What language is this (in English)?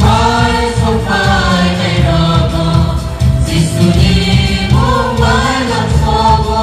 Kok Borok